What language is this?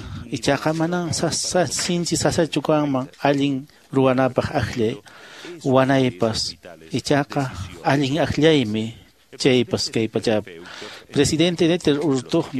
Quechua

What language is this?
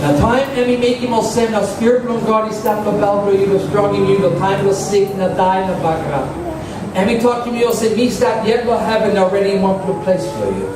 Tok Pisin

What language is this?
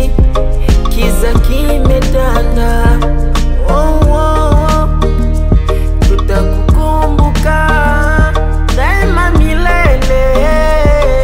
Swahili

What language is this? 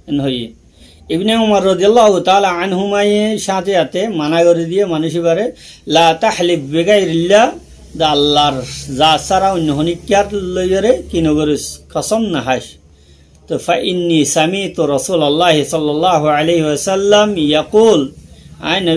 Rohingya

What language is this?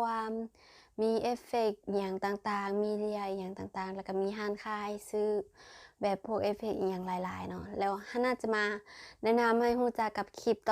Lao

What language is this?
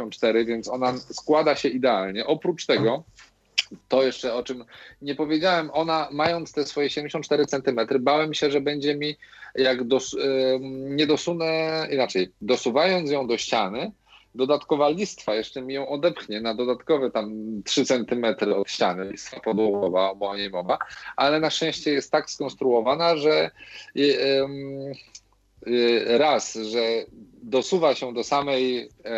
Polish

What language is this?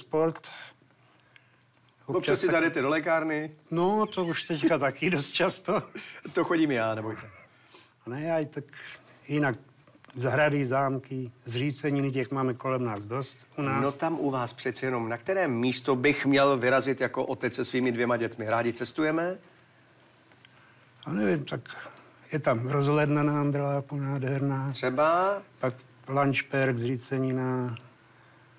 Czech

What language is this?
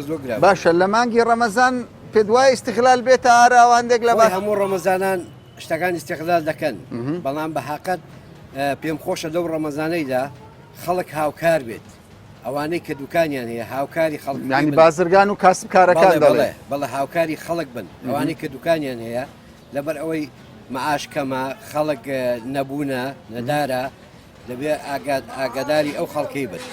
Central Kurdish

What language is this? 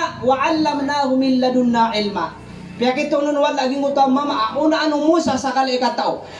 Maranao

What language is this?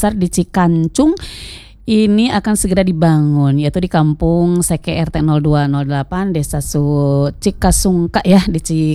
Indonesian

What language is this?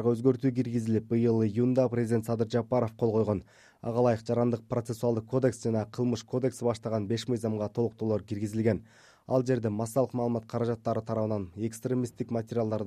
Kyrgyz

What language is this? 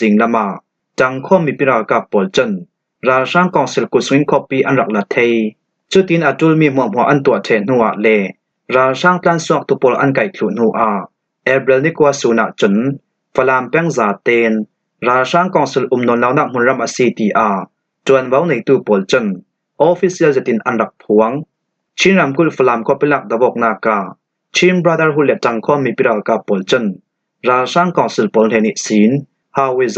Falam Chin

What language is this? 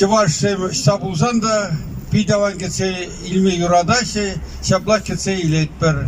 Chuvash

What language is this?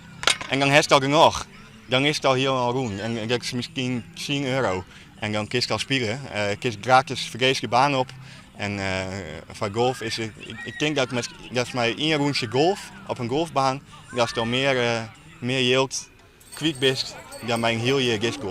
Western Frisian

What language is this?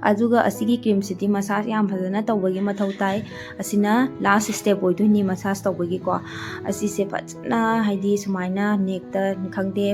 Manipuri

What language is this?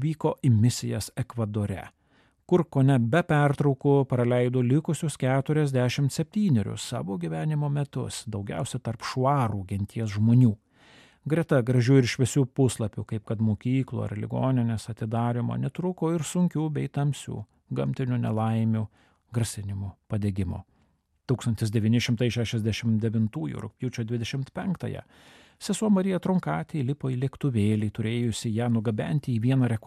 Lithuanian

